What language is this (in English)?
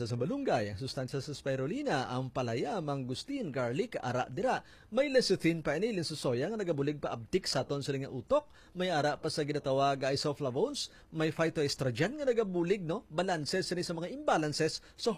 Hiligaynon